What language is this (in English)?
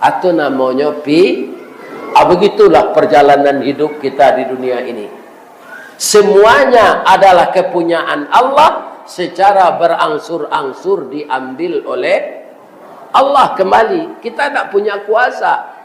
Minangkabau